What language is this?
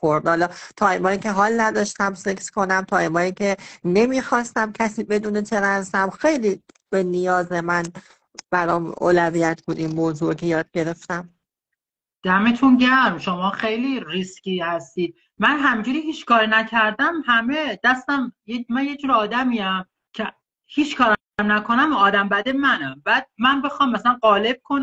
Persian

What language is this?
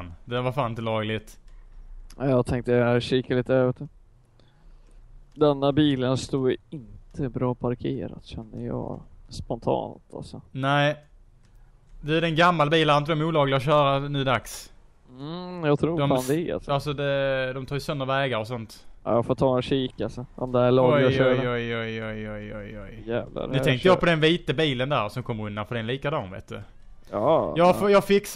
Swedish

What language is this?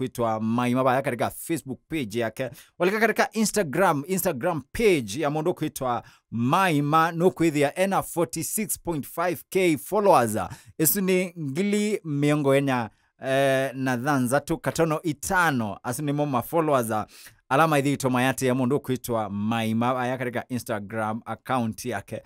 Kamba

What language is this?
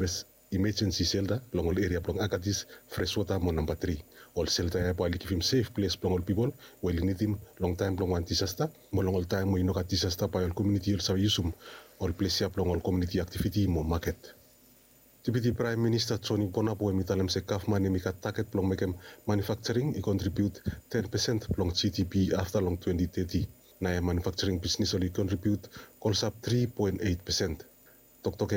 Bislama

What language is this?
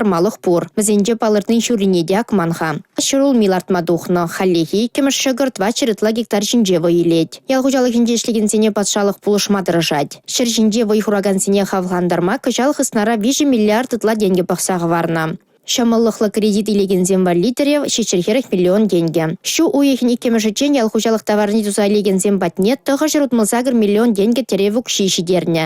Chuvash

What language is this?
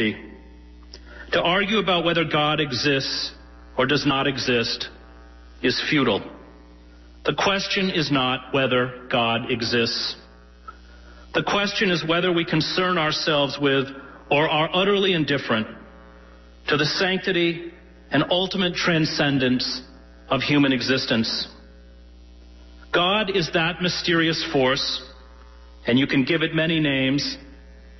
English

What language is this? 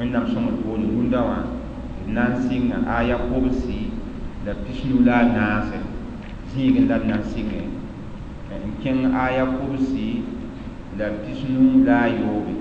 Mossi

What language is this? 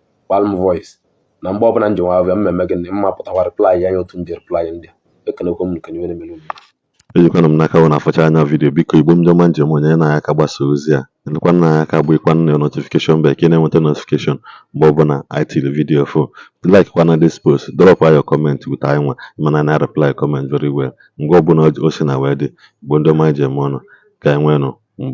Igbo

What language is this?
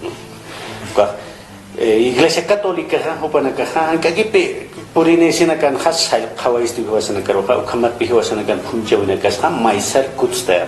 Aymara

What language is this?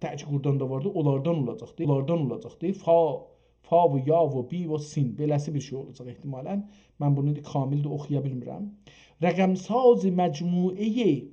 South Azerbaijani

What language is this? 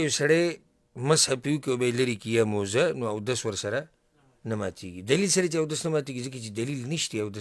Pashto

